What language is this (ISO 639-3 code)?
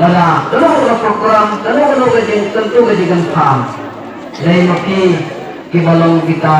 kha